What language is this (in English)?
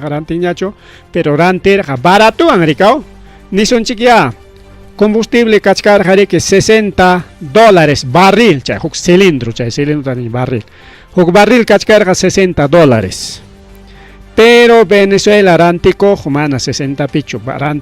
Ayacucho Quechua